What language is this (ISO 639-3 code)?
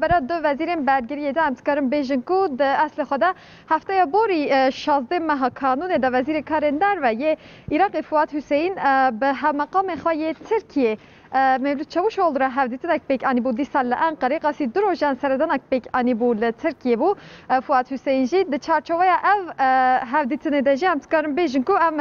kur